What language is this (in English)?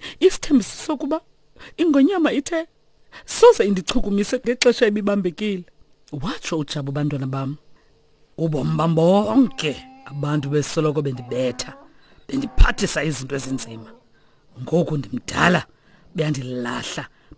Xhosa